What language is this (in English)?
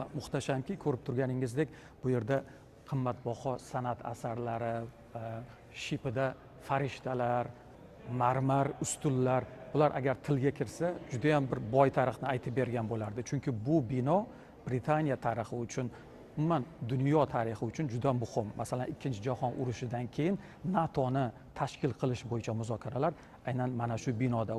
Uzbek